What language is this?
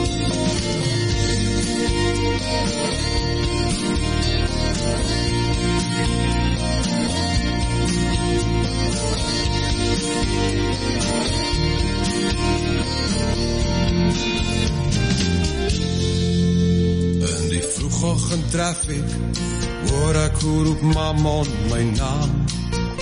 Afrikaans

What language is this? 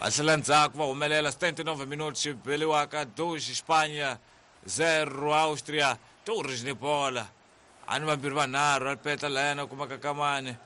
Tsonga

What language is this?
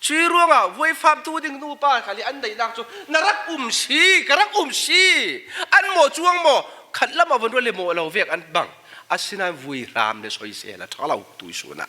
Falam Chin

